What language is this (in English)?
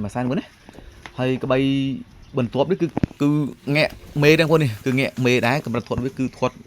Khmer